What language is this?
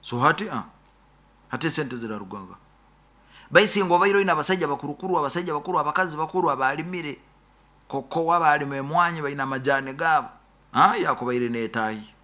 Nyoro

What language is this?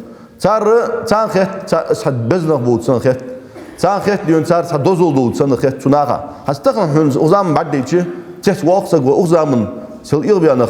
Ingush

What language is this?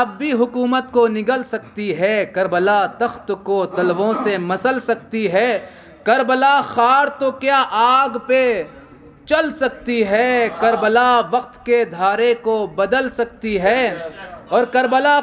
Urdu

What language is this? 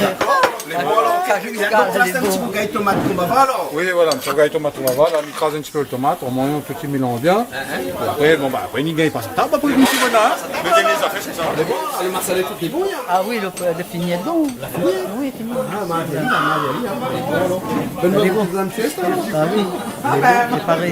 Réunion Creole French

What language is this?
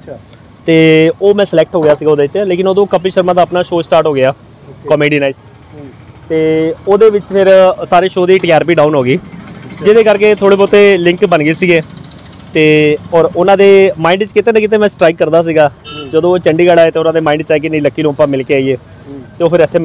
Punjabi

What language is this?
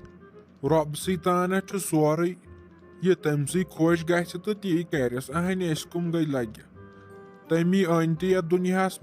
Kashmiri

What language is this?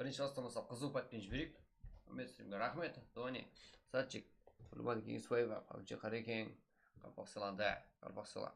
Kara-Kalpak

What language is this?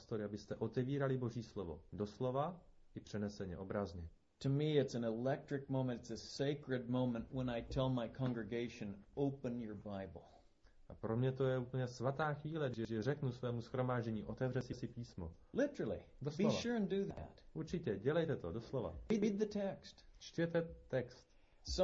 Czech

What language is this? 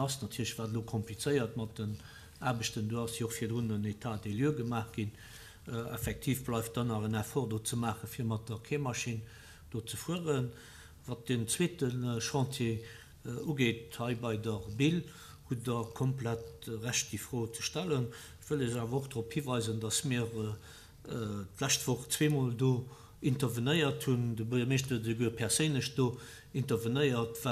Luxembourgish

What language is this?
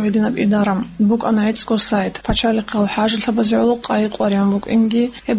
Avaric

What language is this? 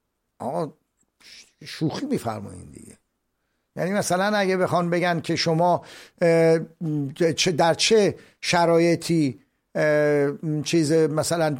Persian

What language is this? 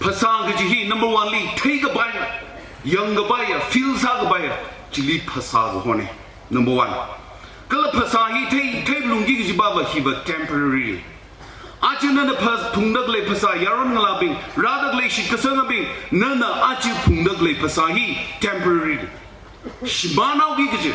Tangkhul Naga (India)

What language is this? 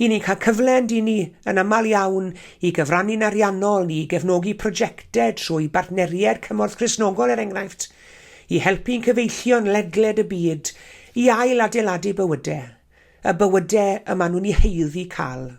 Welsh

